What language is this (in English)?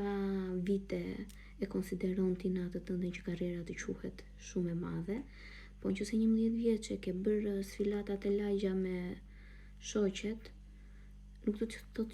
Albanian